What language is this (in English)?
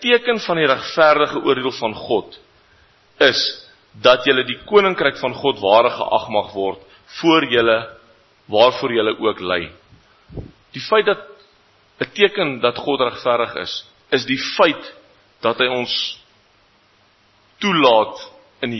Afrikaans